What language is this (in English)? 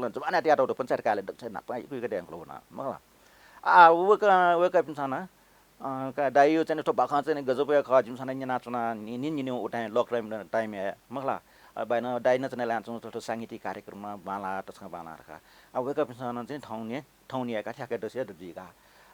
Newari